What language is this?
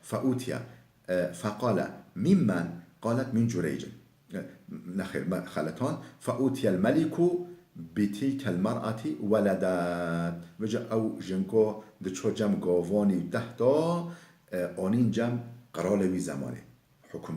Kurdish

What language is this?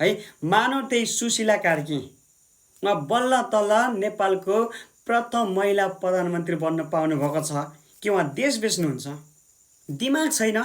Nepali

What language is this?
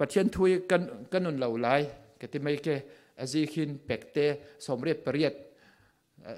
Falam Chin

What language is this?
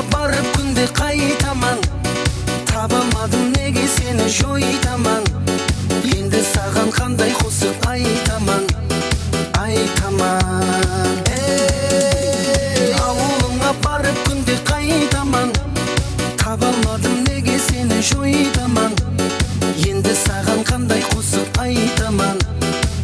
Kara-Kalpak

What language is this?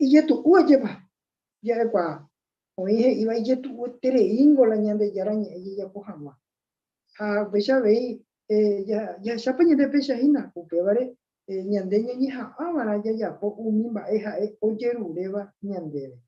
Guarani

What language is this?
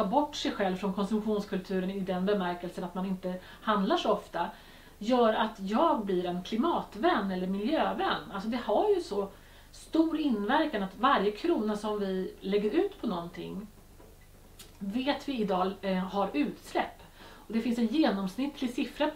Swedish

